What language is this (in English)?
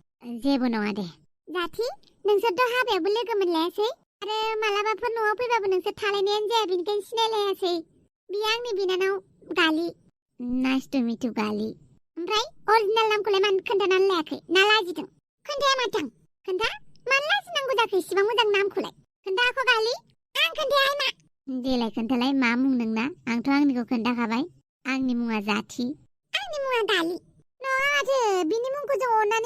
Bodo